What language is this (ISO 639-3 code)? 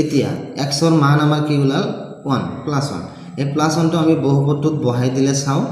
asm